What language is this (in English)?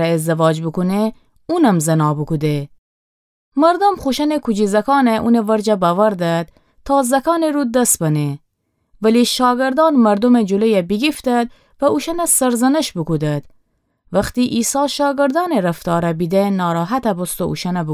Gilaki